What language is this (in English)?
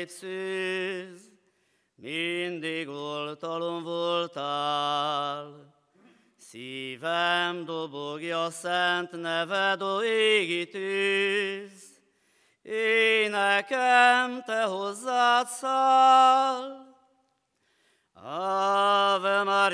Hungarian